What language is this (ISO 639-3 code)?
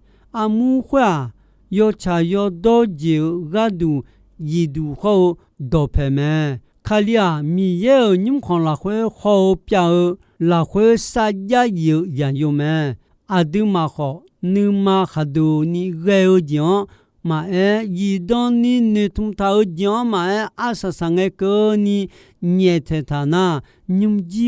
ahk